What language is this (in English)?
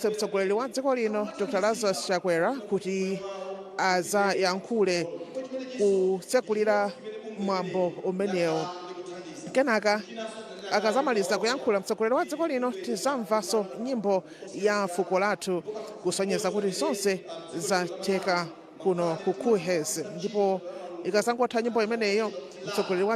Nyanja